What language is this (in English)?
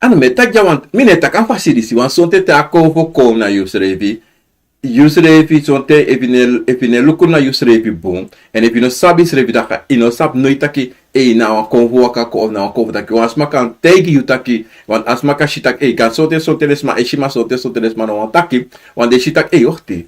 Sranan Tongo